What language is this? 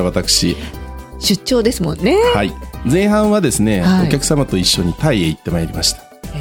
Japanese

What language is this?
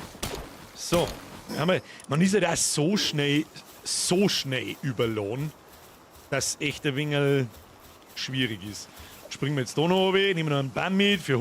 Bavarian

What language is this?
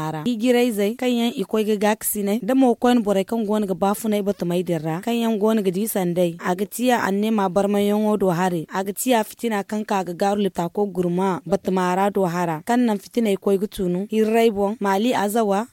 Zarma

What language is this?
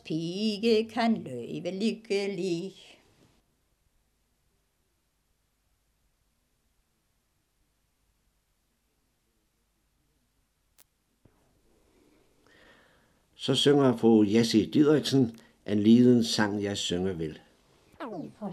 Danish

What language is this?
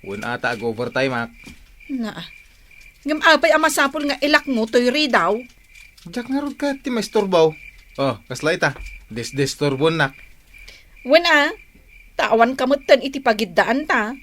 Iloko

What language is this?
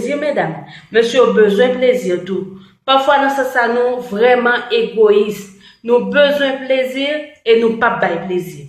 Haitian Creole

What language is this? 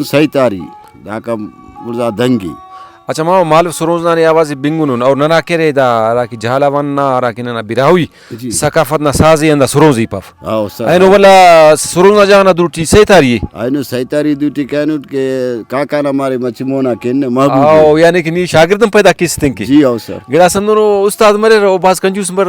Brahui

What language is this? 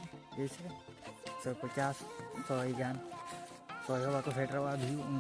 Santali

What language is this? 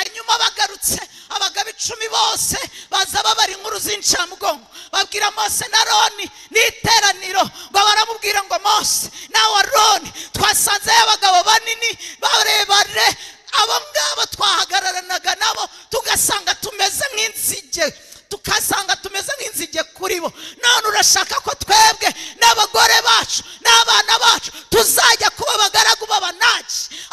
Kinyarwanda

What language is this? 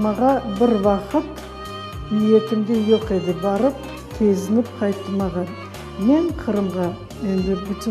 Crimean Tatar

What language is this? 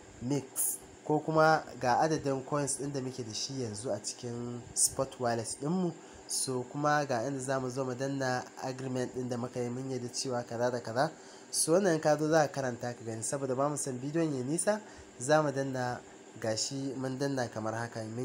Hausa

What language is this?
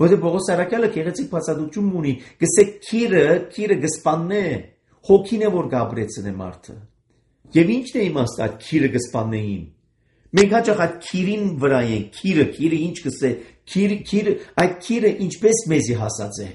Armenian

